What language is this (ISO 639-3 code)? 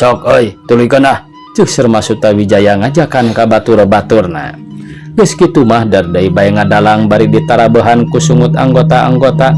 sun